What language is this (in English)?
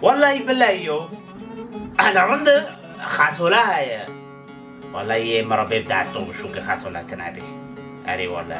Kurdish